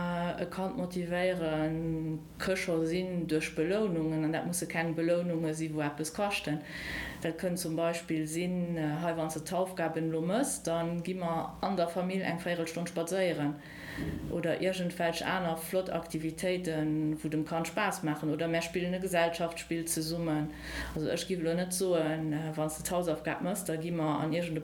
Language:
Luxembourgish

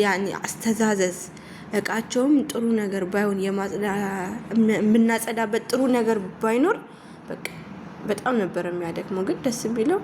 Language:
Amharic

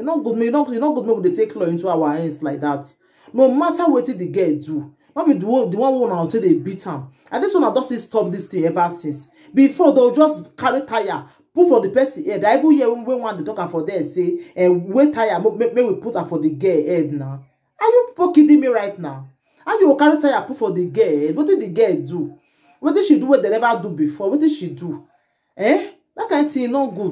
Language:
Nigerian Pidgin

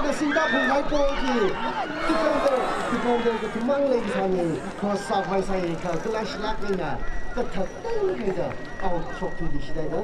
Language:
Tangkhul Naga (India)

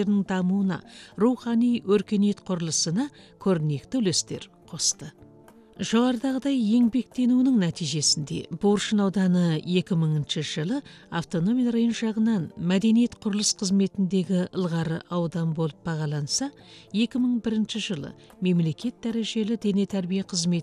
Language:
Kazakh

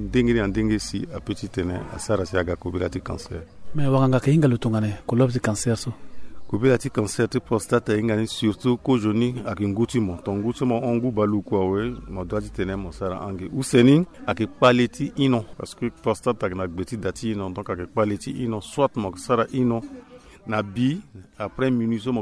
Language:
Sango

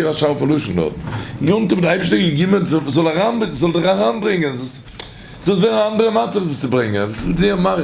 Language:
Yiddish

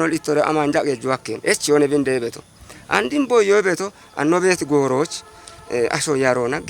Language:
Kafa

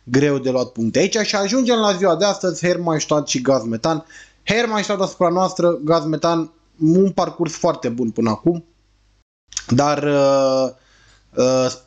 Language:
Romanian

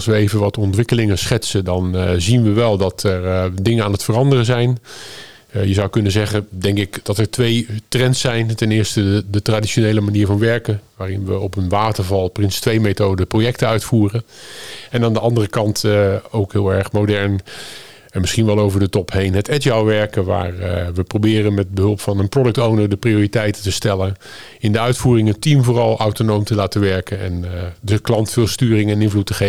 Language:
Dutch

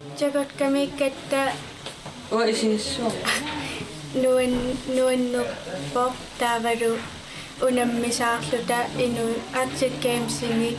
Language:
Kalaallisut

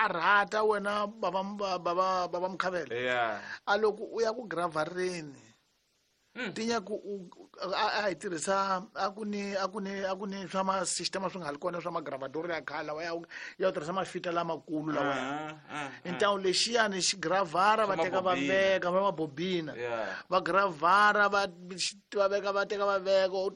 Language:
Tsonga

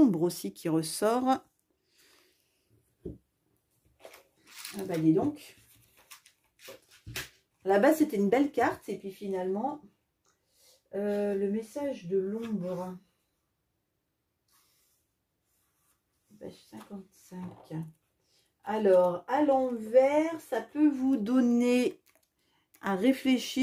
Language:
French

